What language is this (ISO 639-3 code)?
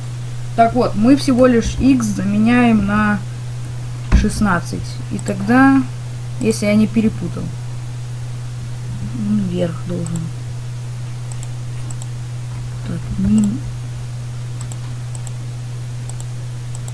rus